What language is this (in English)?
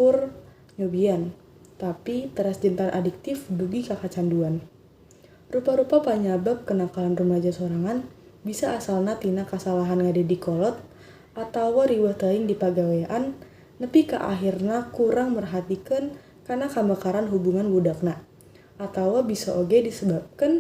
Sundanese